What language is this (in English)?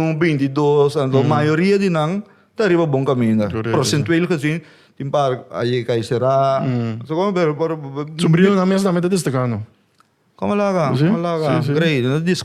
Papiamento